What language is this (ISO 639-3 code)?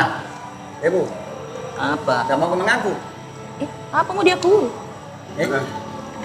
mfp